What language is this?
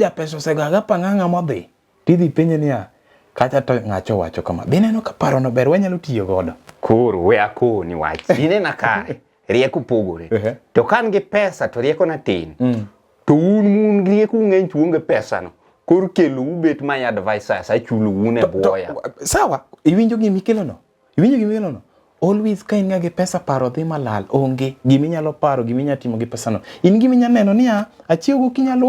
Luo (Kenya and Tanzania)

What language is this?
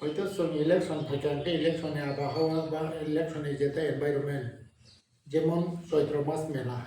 Kok Borok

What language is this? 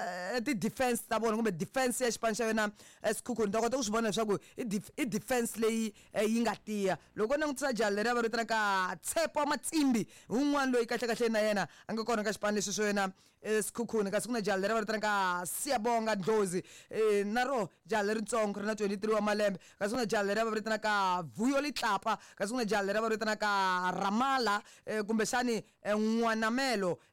Tsonga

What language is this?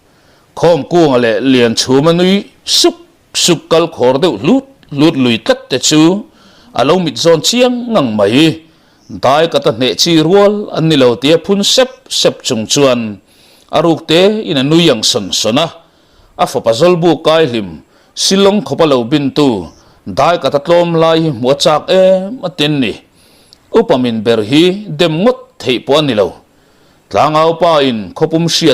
Mizo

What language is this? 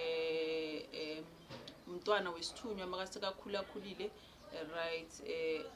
Zulu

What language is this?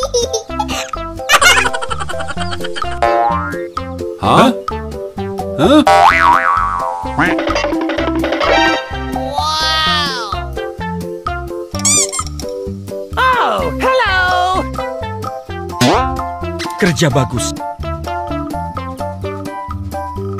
Malay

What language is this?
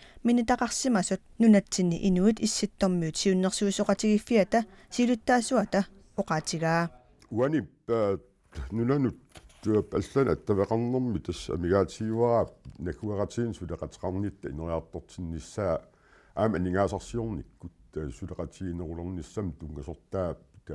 Kalaallisut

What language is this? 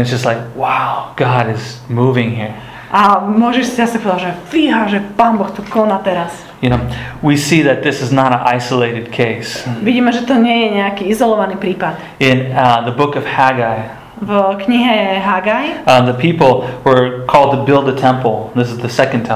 Slovak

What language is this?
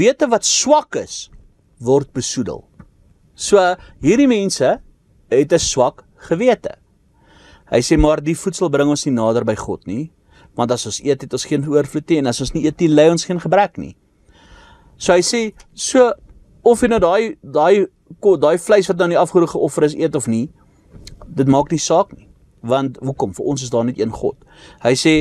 Afrikaans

